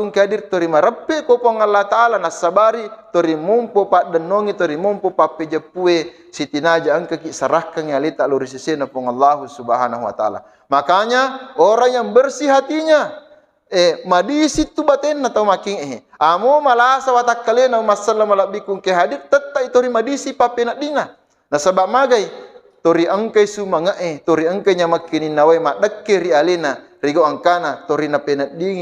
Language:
Buginese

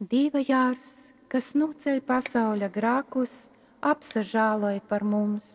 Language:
Latgalian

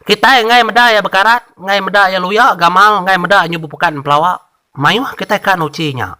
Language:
Iban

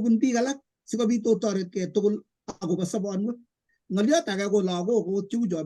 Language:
Kalenjin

